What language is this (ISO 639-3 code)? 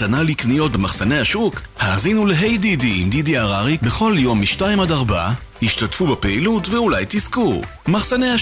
heb